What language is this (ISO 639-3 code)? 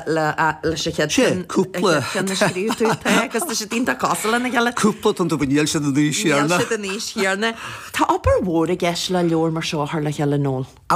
gle